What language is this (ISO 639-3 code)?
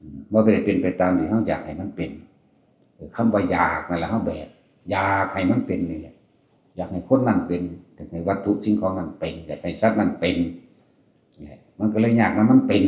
tts